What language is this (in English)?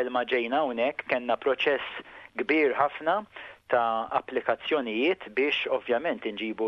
Maltese